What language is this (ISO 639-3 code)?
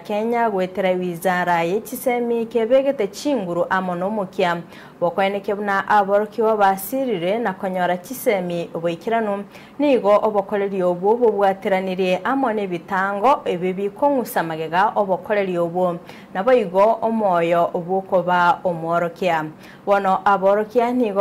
guz